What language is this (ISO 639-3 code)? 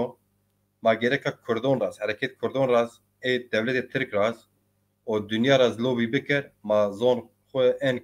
zza